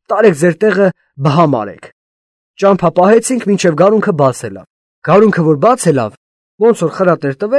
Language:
Armenian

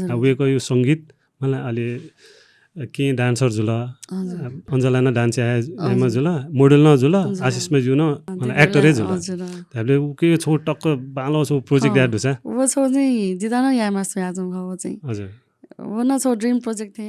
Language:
Newari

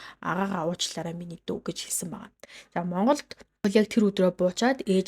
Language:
Mongolian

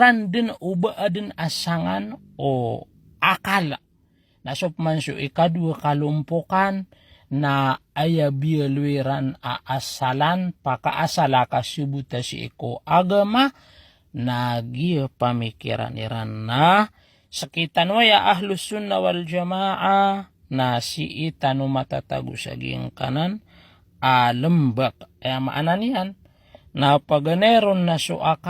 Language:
Maranao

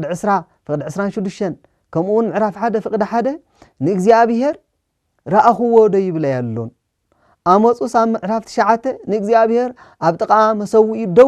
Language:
Tigrinya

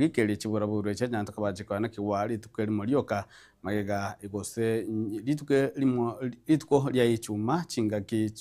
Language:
Gusii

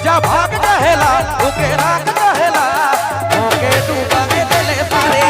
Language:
Sadri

